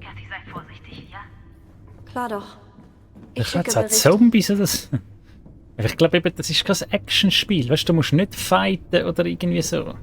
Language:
Swiss German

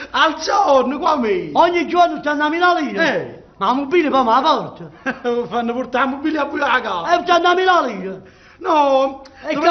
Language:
Neapolitan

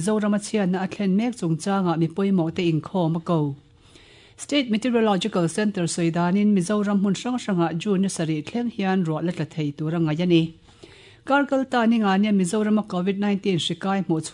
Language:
Mizo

